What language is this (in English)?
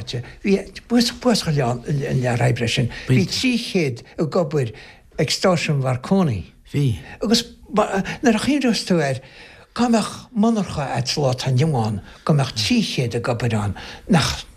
Irish